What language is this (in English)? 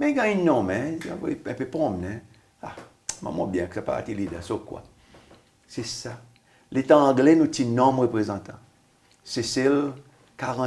Seselwa Creole French